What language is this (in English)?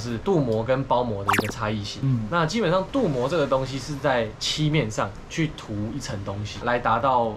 Chinese